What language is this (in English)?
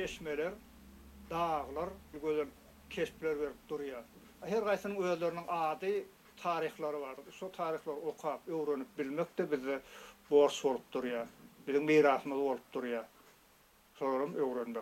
Turkmen